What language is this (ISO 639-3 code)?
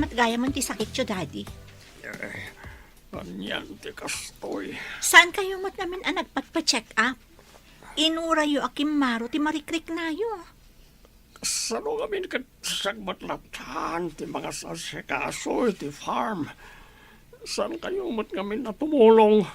ilo